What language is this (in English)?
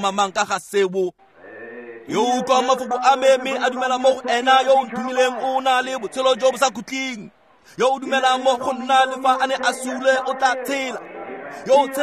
Tswana